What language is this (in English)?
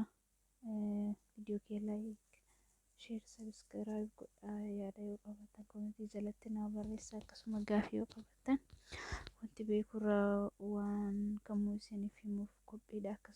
Oromo